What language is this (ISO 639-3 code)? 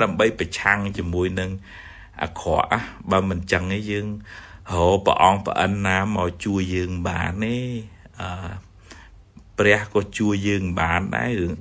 khm